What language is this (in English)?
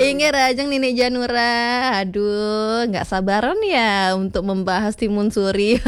Balinese